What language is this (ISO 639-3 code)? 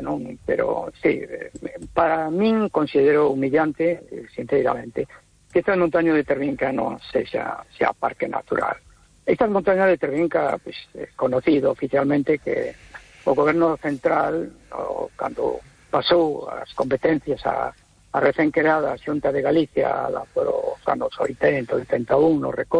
glg